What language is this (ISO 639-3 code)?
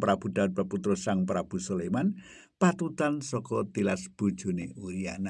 jav